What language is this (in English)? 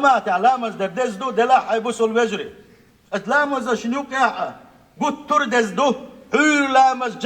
Chechen